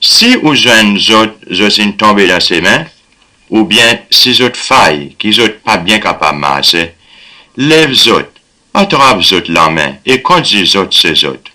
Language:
Seselwa Creole French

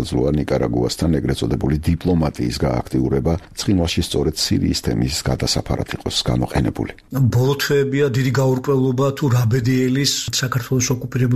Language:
Georgian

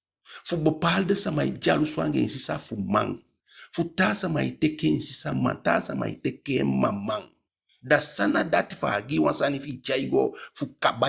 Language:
Eastern Maroon Creole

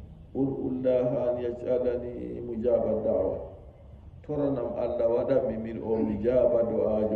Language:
Fula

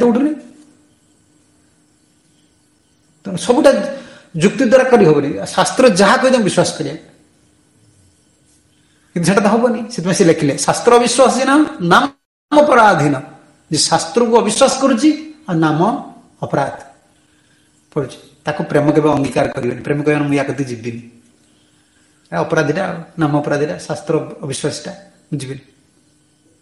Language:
Odia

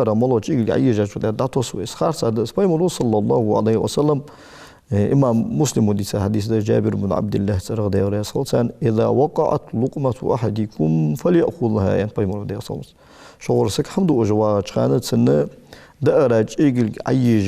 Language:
Ingush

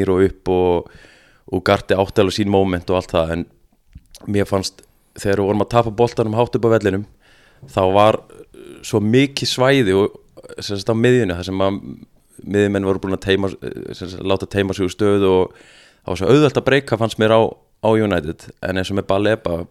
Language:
Icelandic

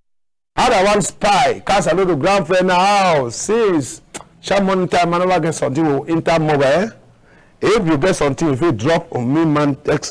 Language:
Cameroon Pidgin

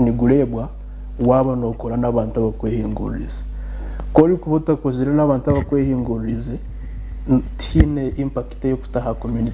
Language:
Nyankole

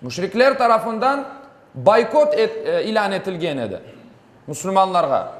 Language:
Crimean Tatar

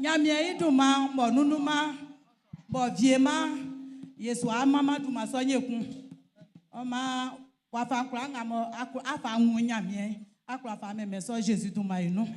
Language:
Baoulé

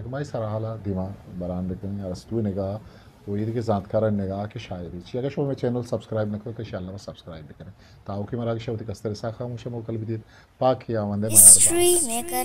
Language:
Baluchi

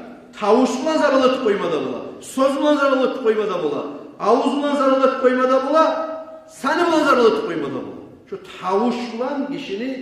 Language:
Kumyk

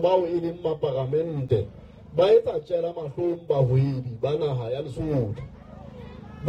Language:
Southern Sotho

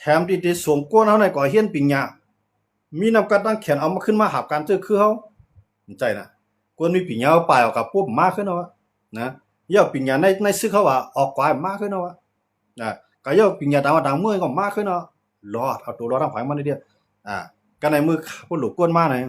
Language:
Shan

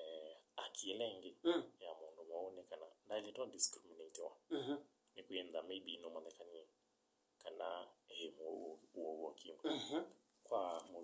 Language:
Kamba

